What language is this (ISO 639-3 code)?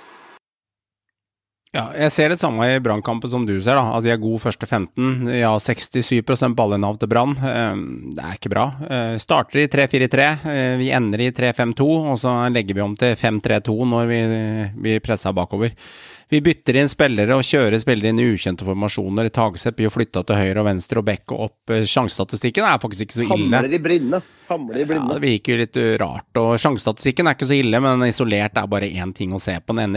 nor